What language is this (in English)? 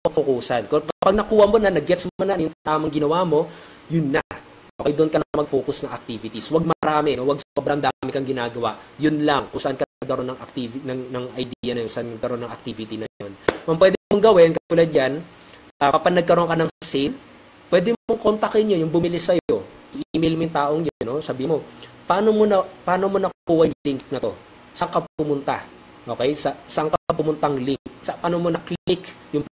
Filipino